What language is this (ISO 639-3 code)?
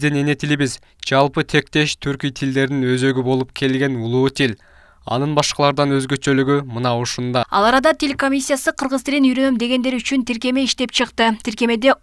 kir